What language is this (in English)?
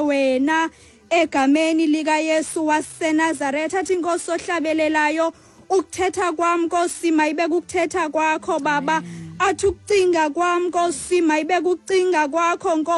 Xhosa